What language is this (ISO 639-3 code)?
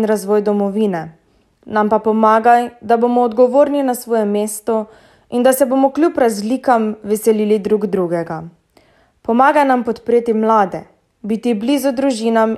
slv